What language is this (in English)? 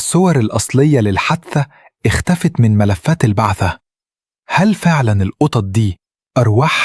Egyptian Arabic